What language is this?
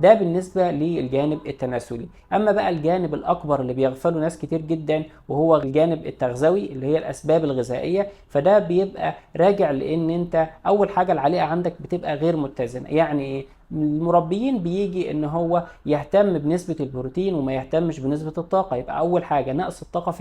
Egyptian Arabic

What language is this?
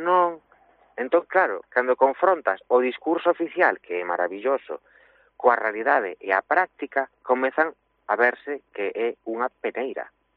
Galician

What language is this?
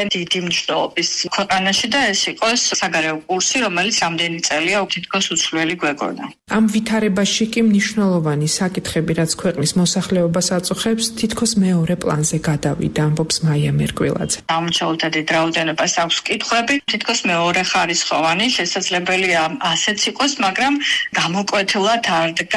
Georgian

